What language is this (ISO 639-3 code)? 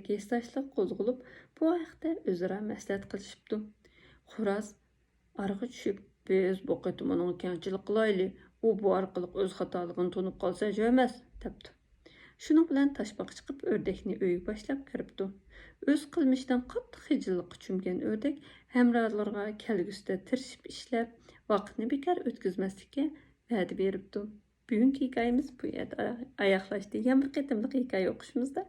uig